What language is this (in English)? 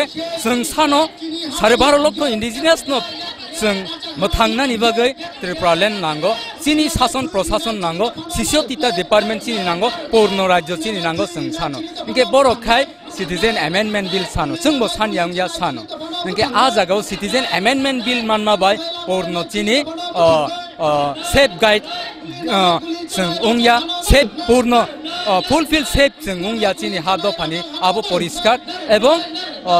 Kok Borok